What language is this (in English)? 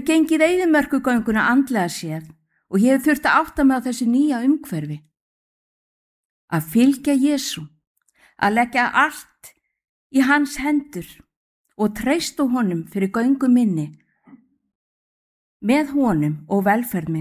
Icelandic